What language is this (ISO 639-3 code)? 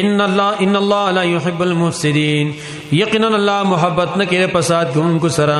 pus